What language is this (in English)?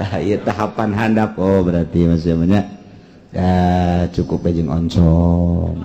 Sundanese